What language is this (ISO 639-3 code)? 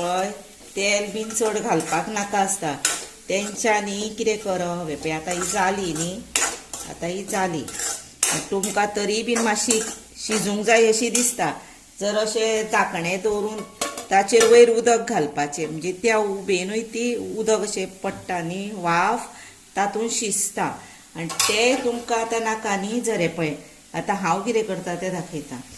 kok